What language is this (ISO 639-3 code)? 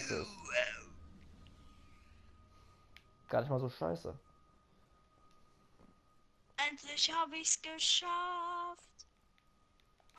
deu